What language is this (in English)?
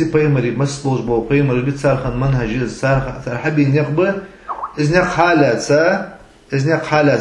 Ingush